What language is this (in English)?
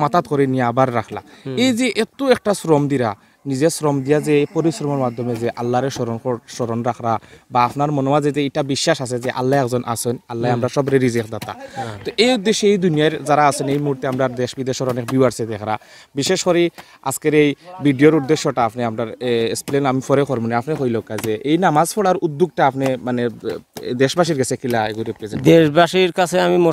Sylheti